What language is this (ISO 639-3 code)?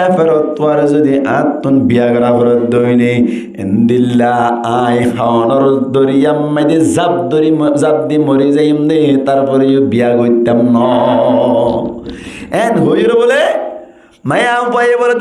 rhg